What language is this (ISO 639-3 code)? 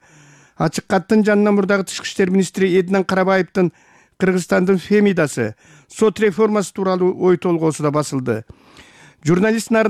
kir